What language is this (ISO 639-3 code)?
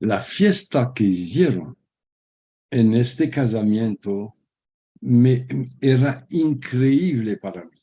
lad